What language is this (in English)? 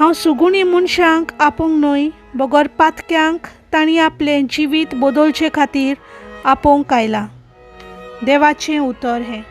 Konkani